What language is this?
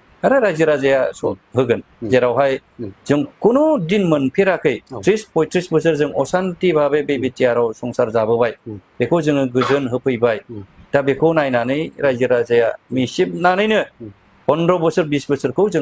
Bodo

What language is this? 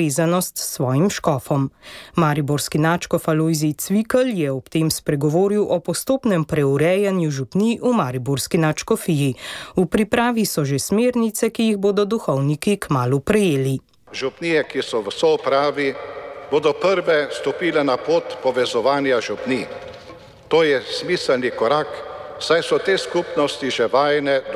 Slovenian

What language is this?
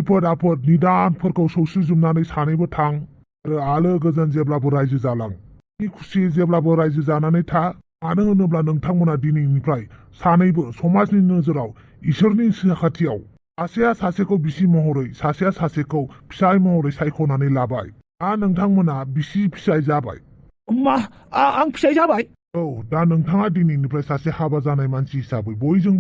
Bodo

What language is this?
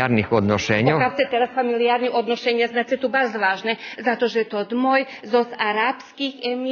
Rusyn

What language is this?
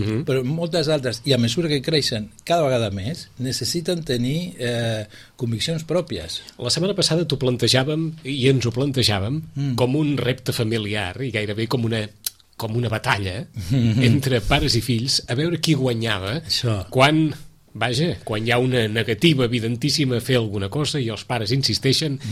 Catalan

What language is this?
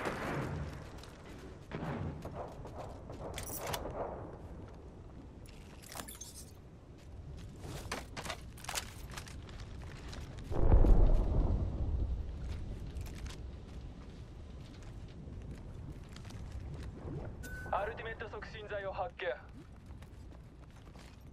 Japanese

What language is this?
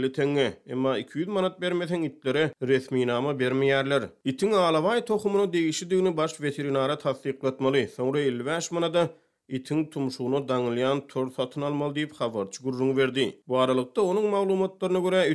Turkmen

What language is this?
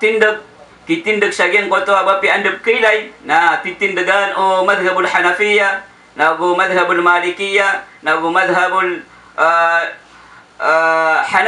Maranao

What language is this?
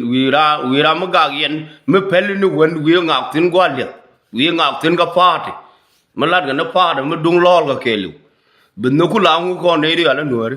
Nuer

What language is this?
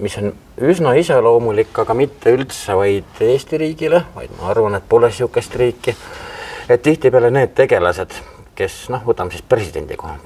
Estonian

